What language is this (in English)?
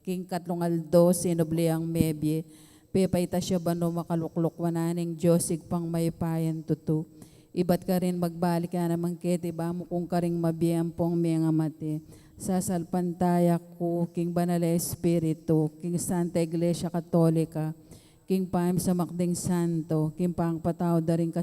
Pampanga